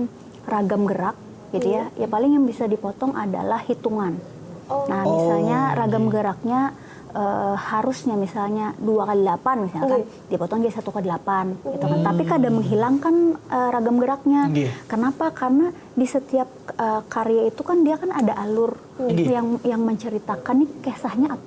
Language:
Banjar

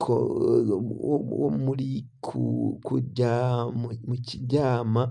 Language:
Rundi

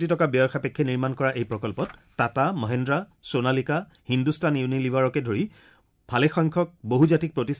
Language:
Assamese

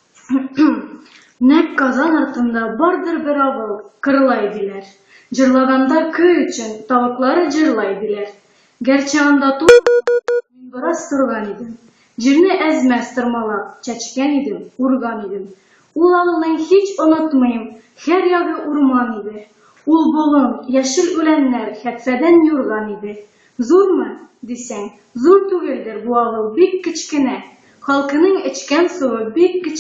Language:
Tatar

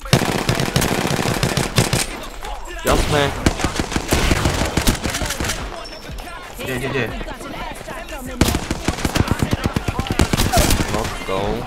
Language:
Slovak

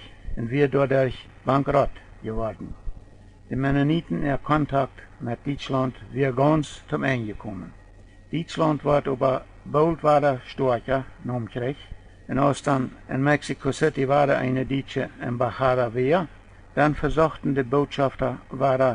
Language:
Plautdietsch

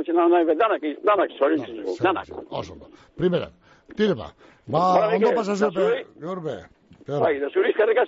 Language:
Basque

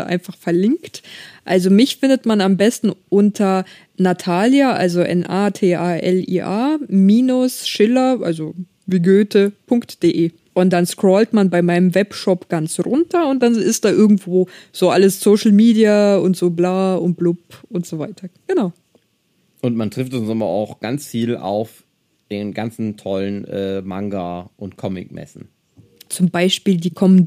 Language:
German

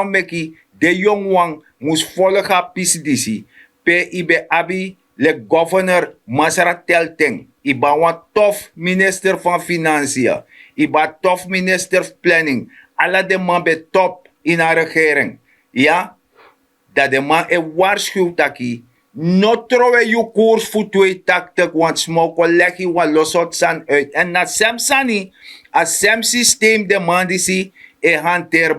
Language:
Sranan Tongo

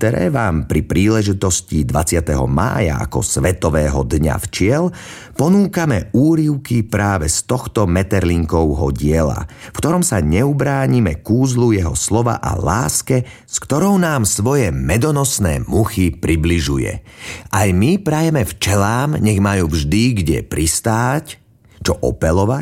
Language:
Slovak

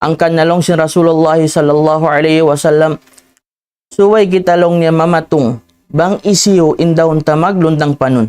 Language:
Tausug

